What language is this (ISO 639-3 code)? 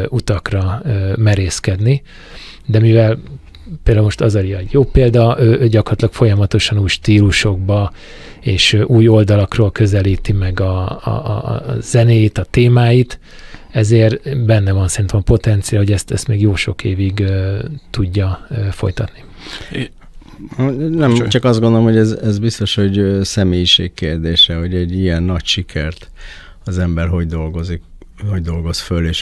hun